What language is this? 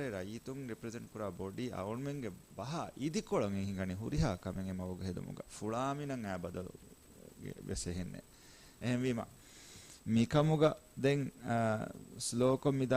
Divehi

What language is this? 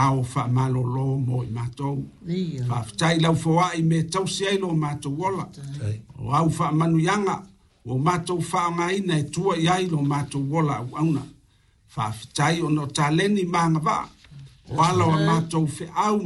Samoan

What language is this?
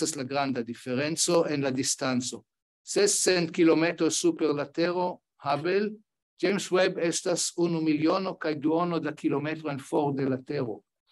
Esperanto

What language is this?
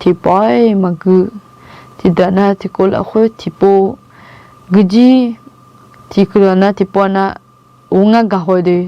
Akha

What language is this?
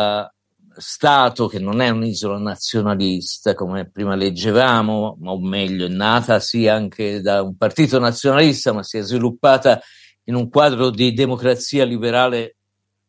Italian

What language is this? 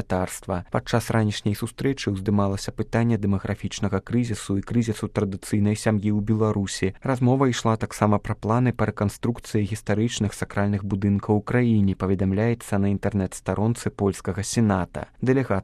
Belarusian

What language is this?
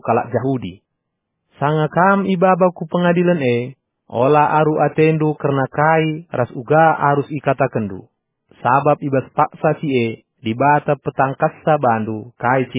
Batak Karo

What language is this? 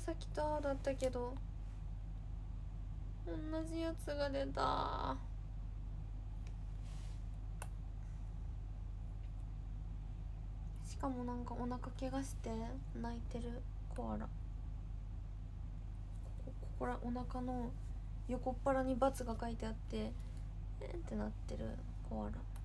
Japanese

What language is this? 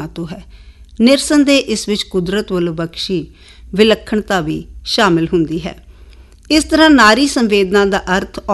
Punjabi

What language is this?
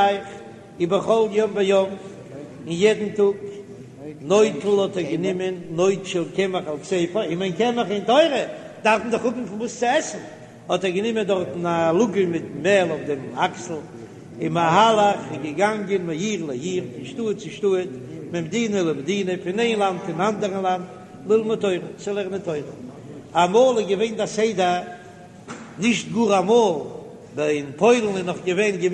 Yiddish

